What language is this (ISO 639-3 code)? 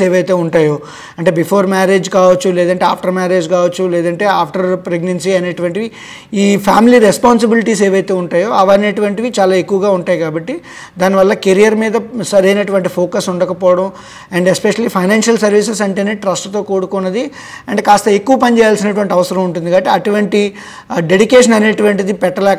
tel